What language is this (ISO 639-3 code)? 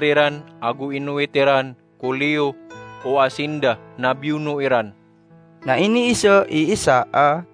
mrw